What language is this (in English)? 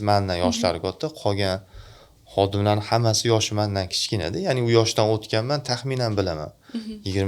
Uzbek